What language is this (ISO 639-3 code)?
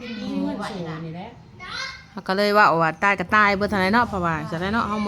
tts